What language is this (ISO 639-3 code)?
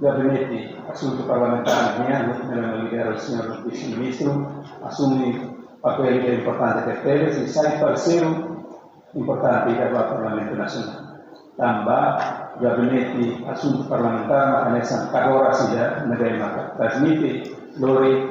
tet